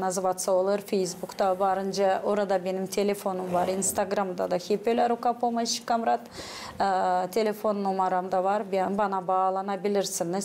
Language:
Gagauz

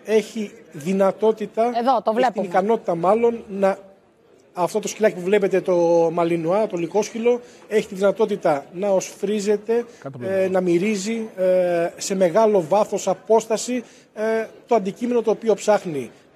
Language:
Greek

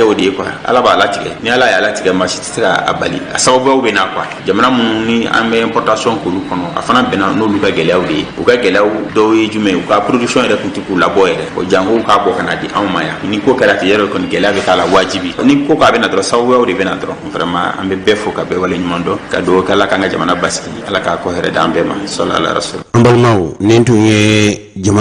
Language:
Bambara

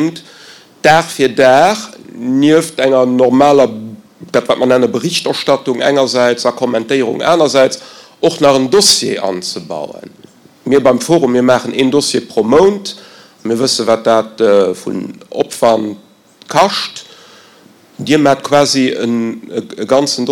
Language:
Luxembourgish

